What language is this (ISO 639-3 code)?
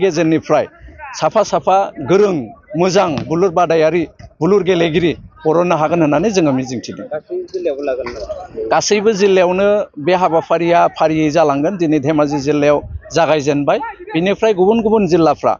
brx